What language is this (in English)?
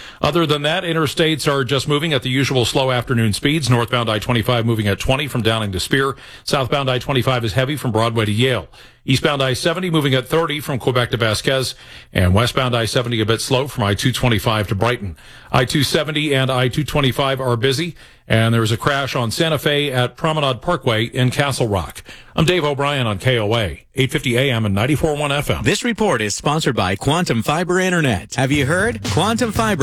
English